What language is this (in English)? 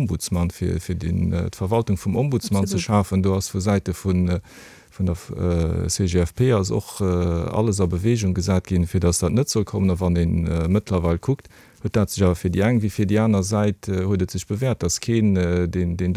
Luxembourgish